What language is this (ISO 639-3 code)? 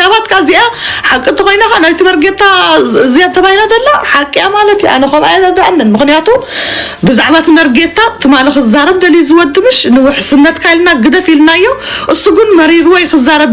tir